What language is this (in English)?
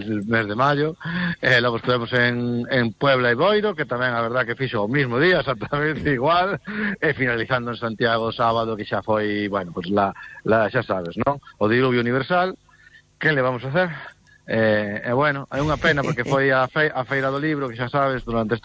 Galician